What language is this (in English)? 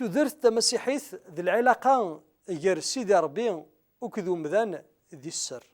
Kabyle